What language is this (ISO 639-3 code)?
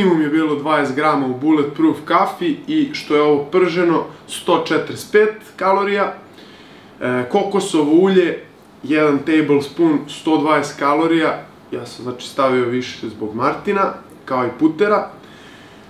srp